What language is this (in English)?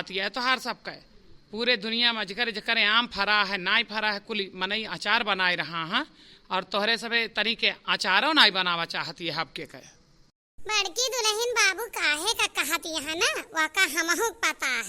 Awadhi